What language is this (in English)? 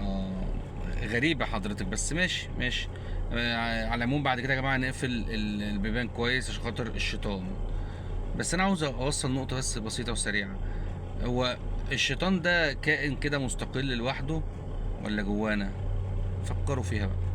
Egyptian Arabic